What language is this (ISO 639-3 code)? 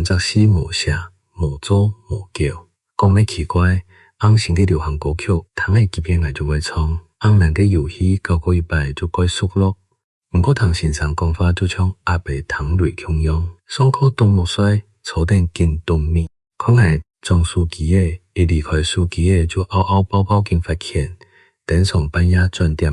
hak